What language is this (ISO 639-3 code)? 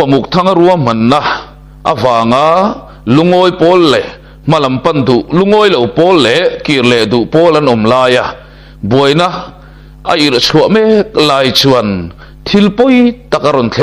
lus